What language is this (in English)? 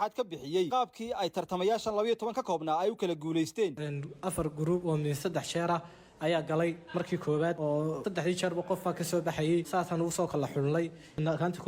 Somali